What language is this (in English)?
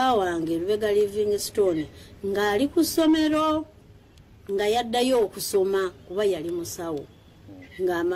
Ganda